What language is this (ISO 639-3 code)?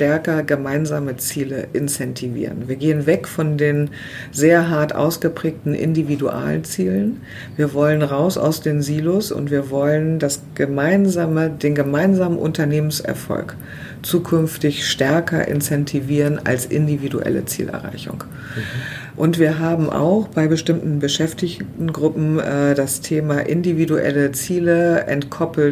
deu